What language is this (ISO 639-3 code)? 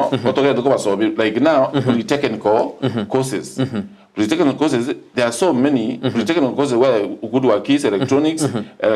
guz